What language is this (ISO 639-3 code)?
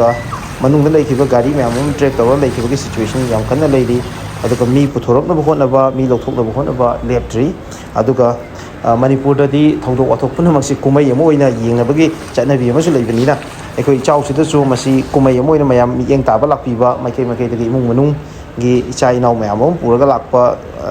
mni